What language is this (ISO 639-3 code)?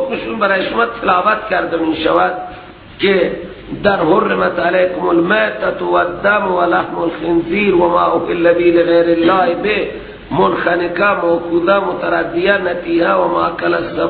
fas